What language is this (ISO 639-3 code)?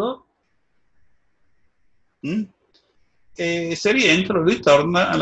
ita